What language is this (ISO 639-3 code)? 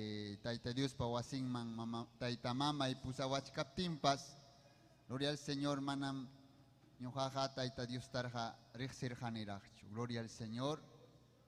quy